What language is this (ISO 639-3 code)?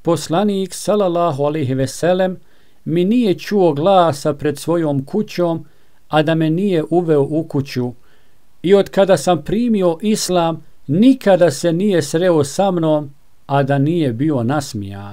bos